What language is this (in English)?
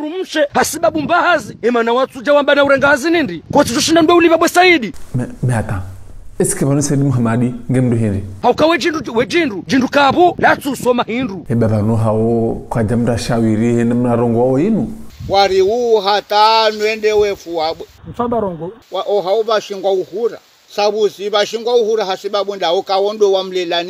Ngazidja Comorian